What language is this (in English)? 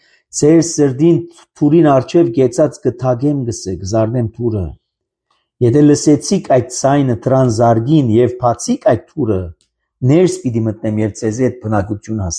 Armenian